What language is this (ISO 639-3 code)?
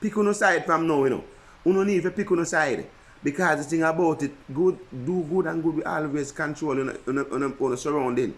jam